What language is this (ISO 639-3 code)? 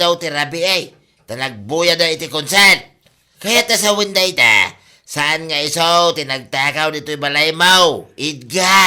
ilo